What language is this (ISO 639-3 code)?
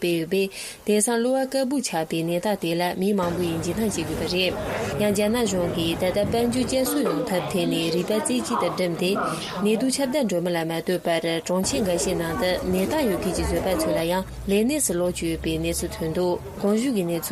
bod